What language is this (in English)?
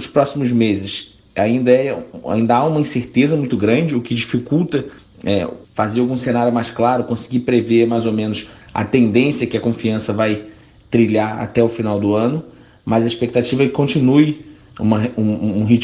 Portuguese